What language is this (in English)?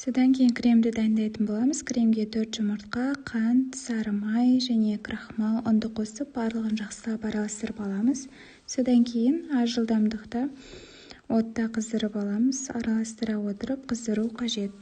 Kazakh